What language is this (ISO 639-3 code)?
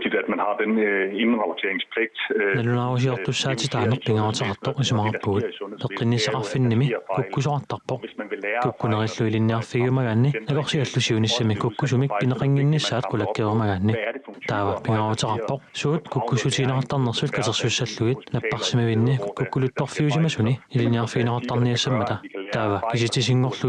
kal